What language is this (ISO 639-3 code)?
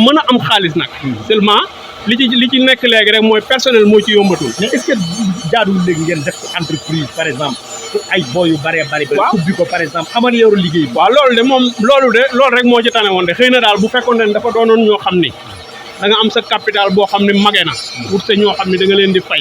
wol